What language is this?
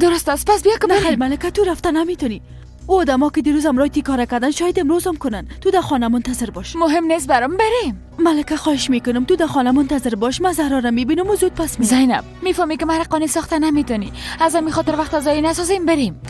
Persian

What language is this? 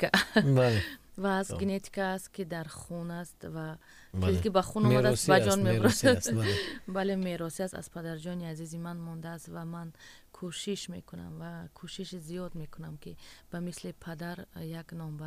Tajik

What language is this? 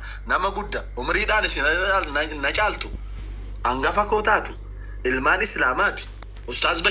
Oromo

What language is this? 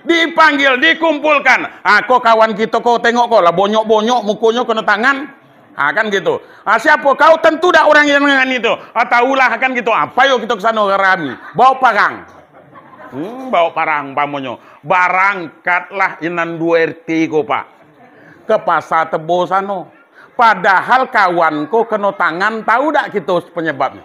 Minangkabau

